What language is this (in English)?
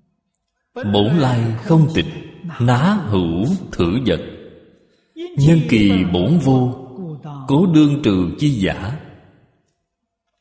Vietnamese